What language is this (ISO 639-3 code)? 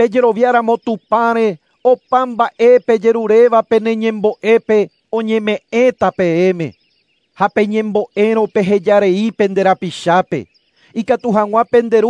grn